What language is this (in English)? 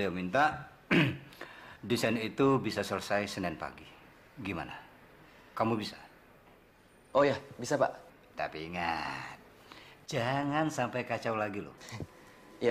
Indonesian